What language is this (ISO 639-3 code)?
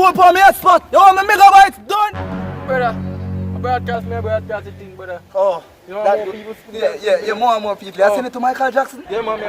jam